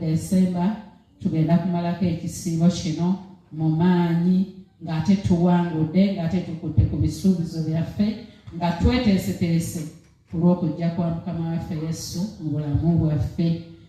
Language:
Ganda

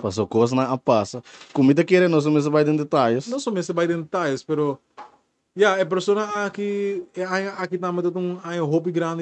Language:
Papiamento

